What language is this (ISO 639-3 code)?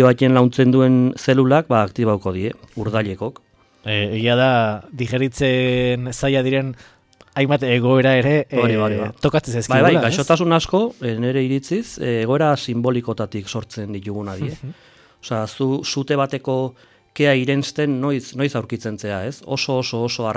eus